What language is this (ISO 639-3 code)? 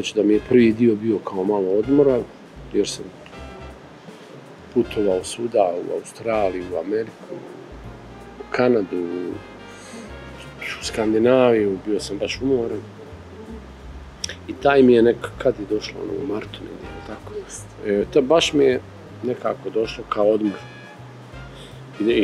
srp